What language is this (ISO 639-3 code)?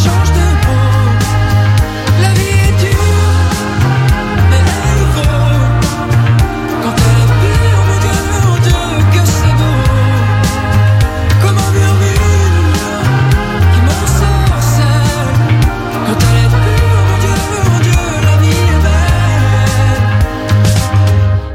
fra